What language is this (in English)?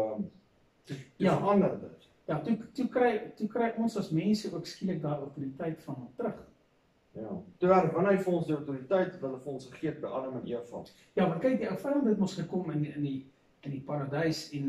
Afrikaans